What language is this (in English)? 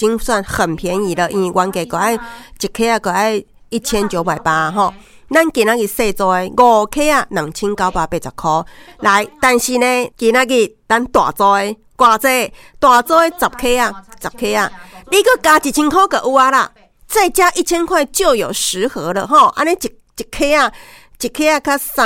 Min Nan Chinese